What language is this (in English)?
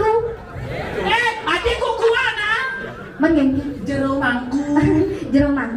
Balinese